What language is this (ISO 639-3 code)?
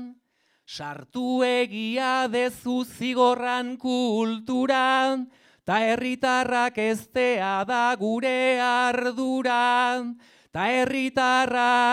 eus